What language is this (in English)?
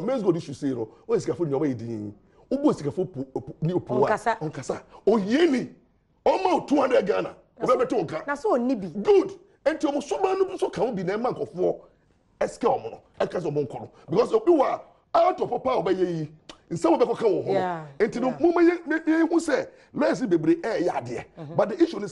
Akan